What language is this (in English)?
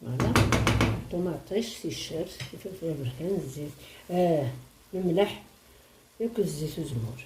Kabyle